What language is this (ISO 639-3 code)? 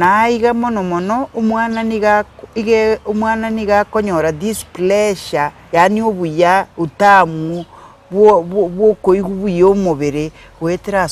guz